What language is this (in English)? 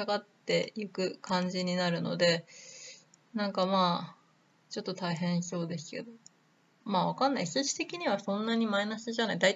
Japanese